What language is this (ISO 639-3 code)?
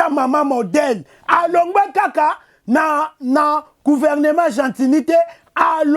lin